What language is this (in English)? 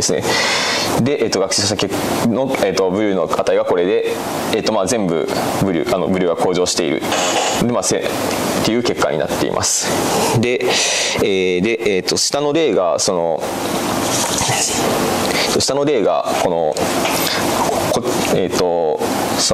Japanese